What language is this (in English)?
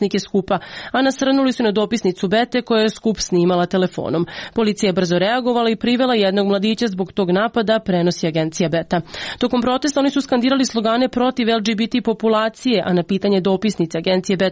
Serbian